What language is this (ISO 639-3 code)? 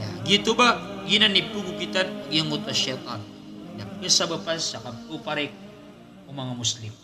mrw